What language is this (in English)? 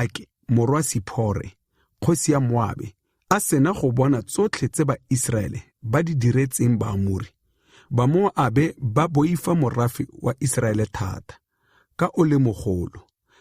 Tswana